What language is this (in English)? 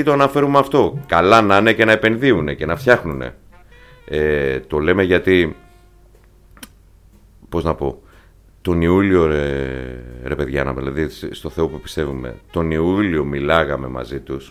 Greek